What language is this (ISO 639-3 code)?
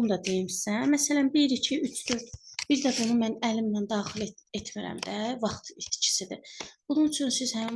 aze